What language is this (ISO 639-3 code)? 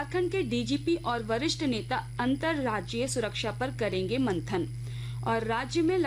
hin